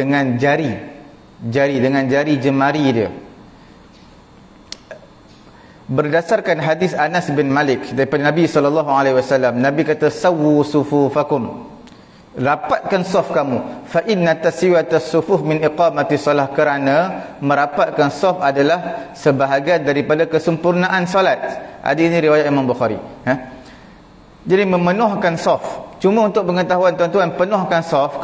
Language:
Malay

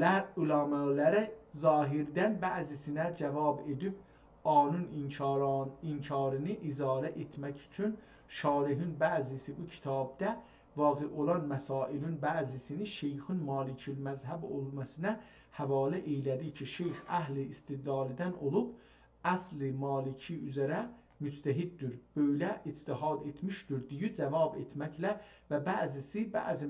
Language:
South Azerbaijani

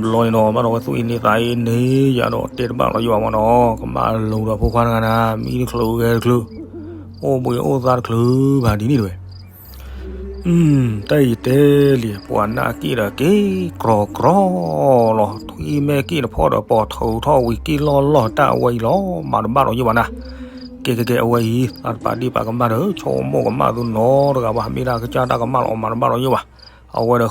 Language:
S'gaw Karen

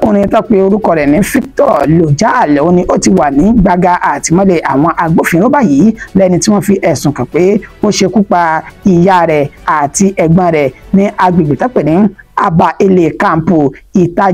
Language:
Yoruba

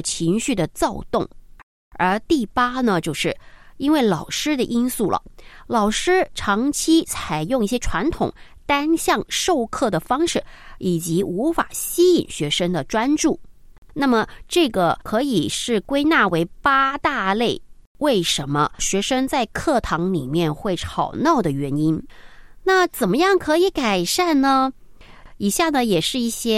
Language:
Chinese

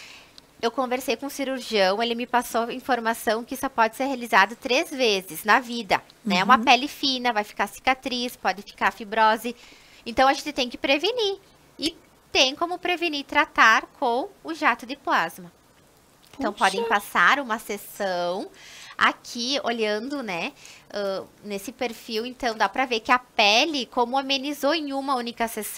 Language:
Portuguese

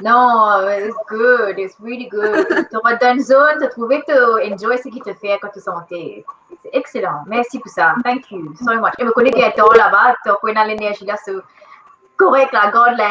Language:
Morisyen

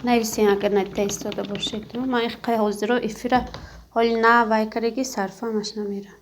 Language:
Tajik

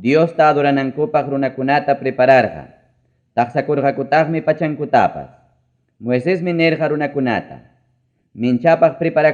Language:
Ayacucho Quechua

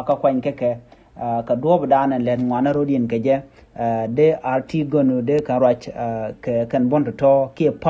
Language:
Nuer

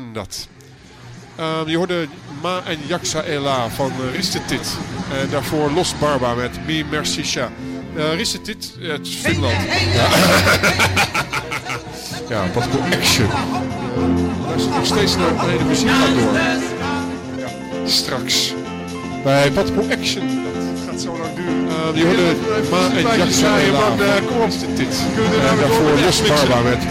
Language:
Dutch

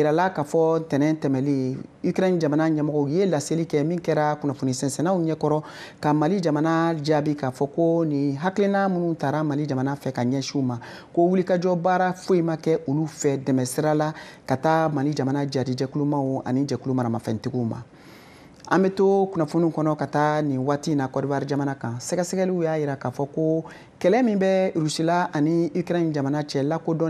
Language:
Bambara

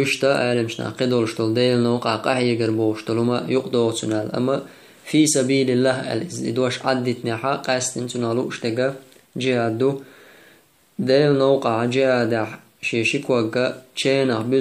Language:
Chechen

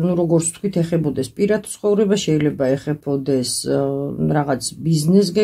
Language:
Georgian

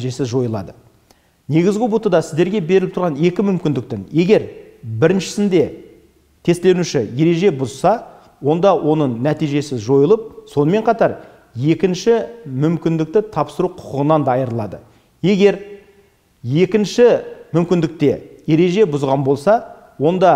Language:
Kazakh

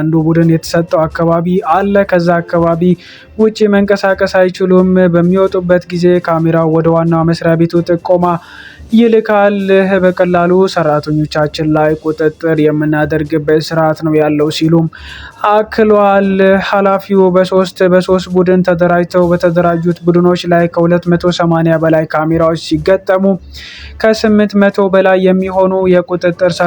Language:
Amharic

